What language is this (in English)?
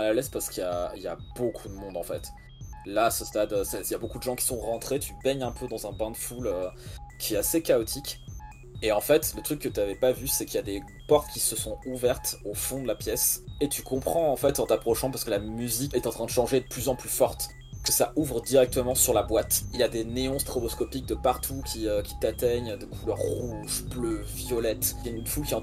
French